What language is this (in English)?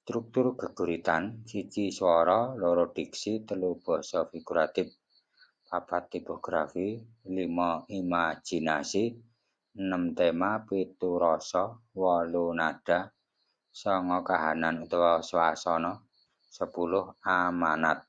Javanese